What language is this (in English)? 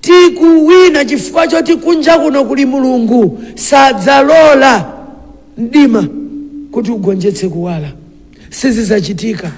Nyanja